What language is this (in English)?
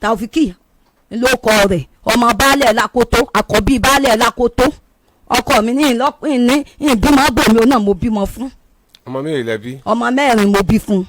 Yoruba